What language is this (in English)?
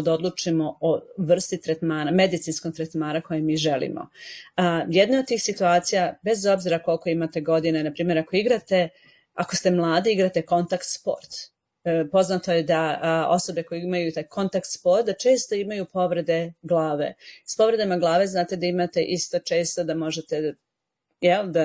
Serbian